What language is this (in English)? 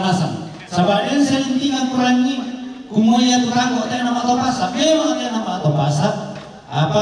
Toraja-Sa'dan